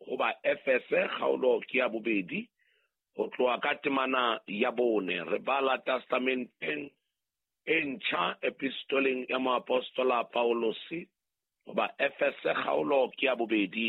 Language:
Southern Sotho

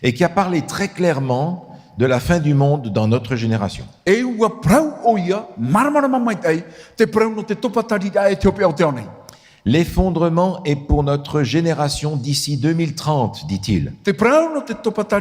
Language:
Tahitian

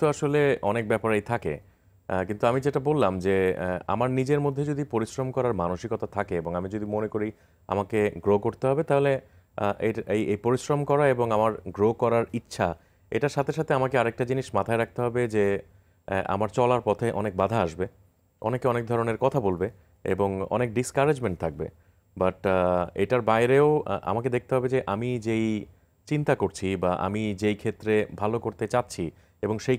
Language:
Bangla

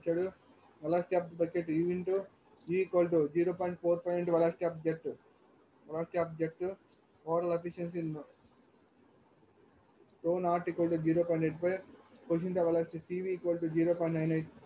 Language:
Telugu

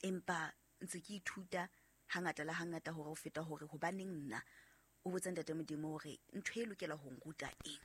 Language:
Southern Sotho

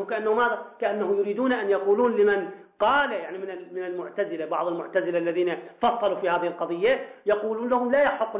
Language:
Arabic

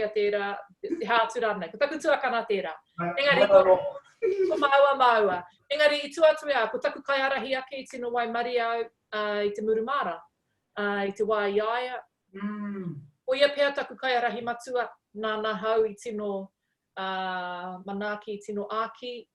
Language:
Māori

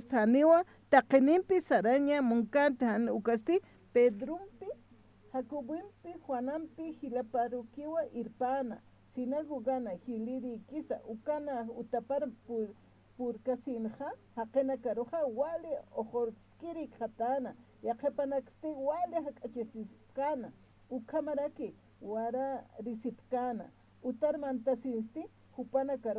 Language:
Aymara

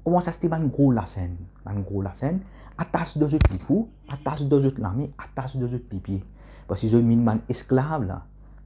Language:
Morisyen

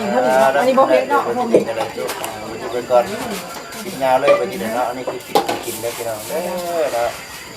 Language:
Lao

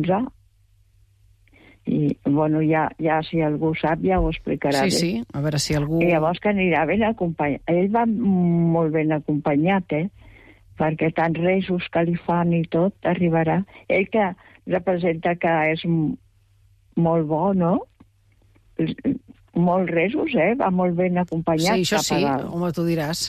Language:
Catalan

